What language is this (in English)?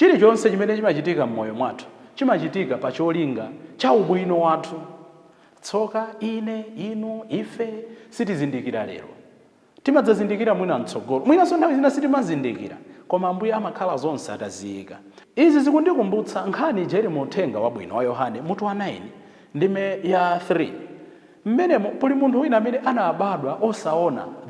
Nyanja